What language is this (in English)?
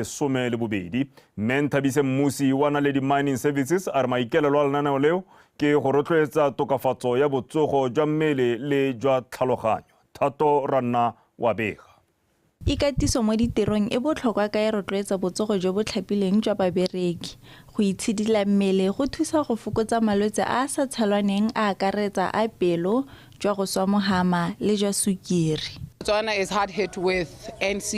Tswana